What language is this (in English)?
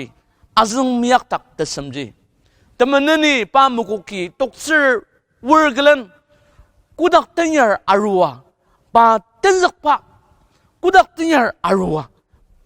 Ao Naga